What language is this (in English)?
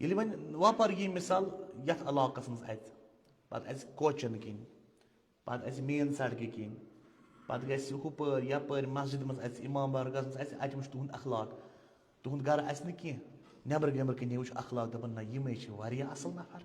Kashmiri